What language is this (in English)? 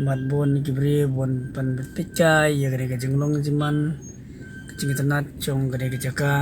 Khasi